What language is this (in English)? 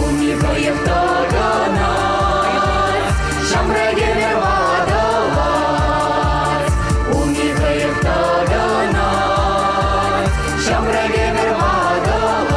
Chuvash